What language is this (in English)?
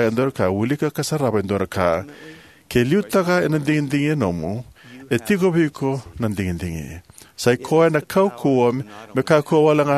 Fijian